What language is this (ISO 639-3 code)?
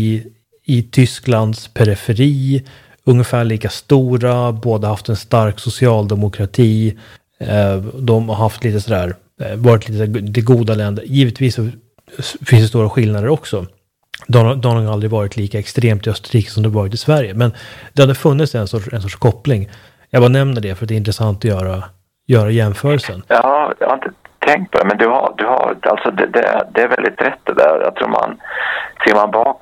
swe